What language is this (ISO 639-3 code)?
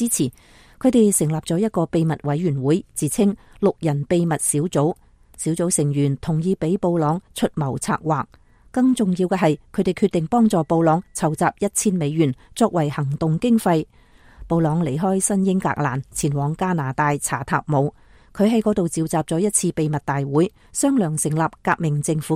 yue